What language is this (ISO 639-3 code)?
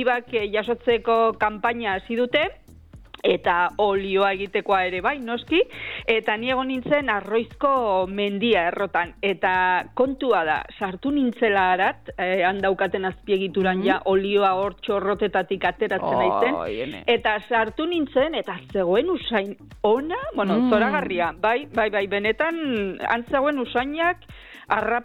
eus